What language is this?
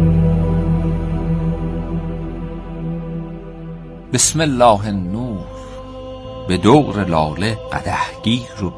Persian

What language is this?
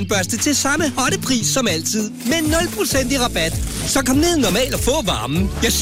Danish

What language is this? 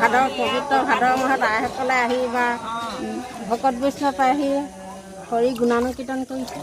Assamese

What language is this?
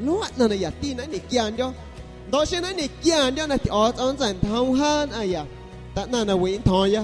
San Pedro Amuzgos Amuzgo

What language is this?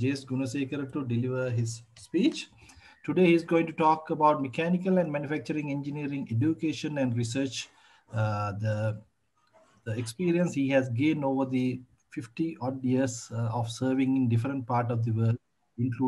English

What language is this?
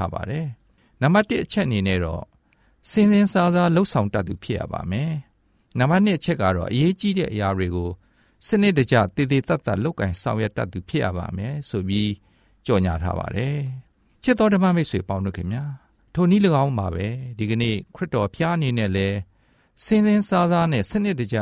Burmese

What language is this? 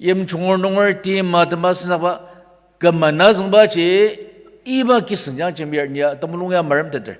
Ao Naga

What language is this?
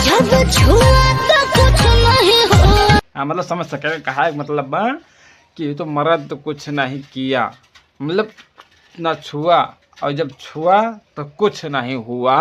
Bhojpuri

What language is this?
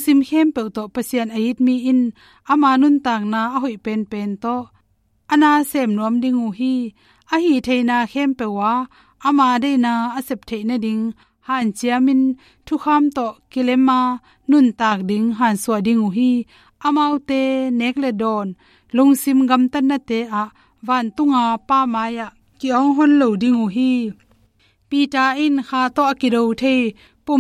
Tedim Chin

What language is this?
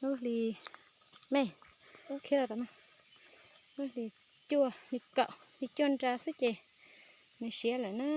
Hmong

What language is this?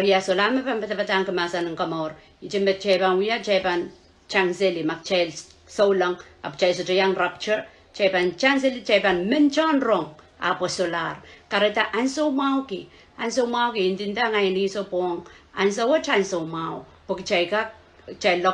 Pohnpeian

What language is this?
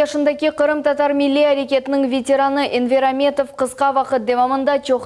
Crimean Tatar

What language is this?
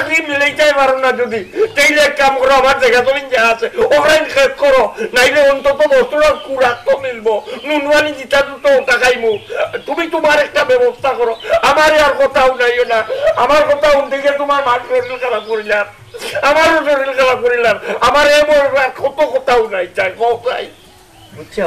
Sylheti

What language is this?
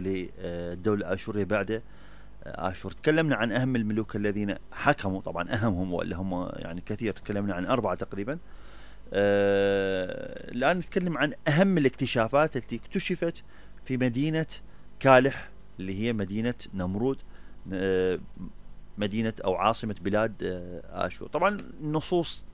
Mesopotamian Arabic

